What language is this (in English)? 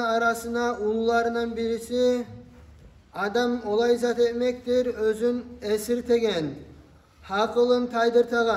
Kumyk